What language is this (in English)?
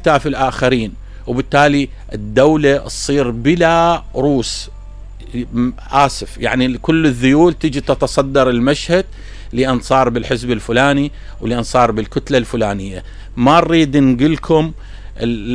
Mesopotamian Arabic